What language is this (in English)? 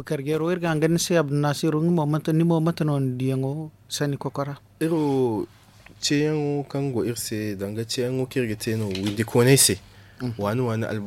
Zarma